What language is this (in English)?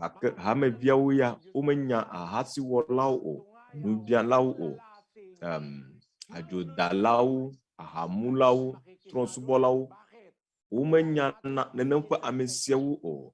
Ewe